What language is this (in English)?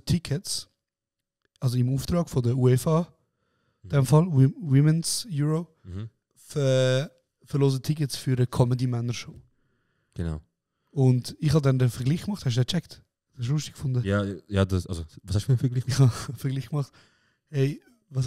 Swiss German